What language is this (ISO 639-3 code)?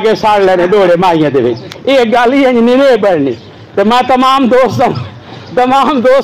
skr